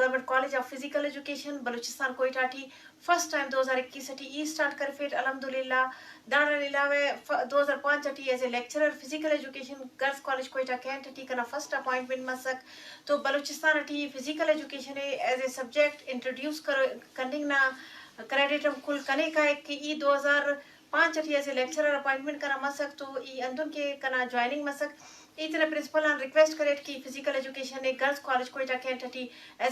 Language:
Eastern Balochi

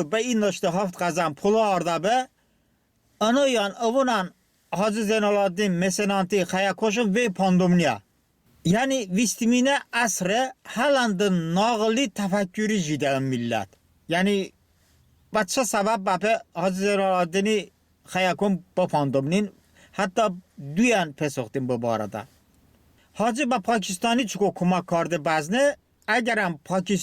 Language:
Talysh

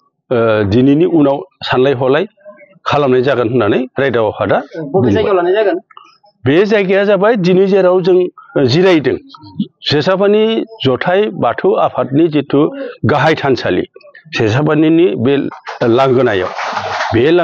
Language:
Bodo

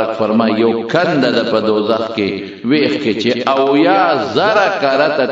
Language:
Pashto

